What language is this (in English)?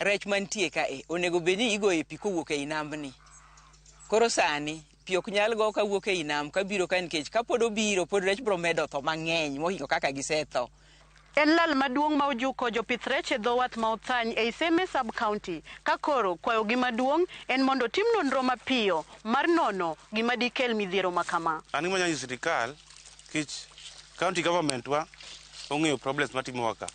Luo (Kenya and Tanzania)